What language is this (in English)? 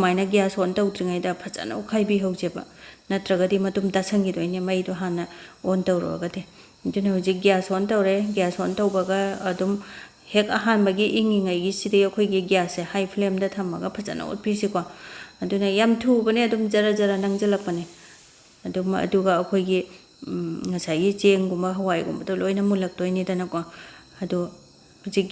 Manipuri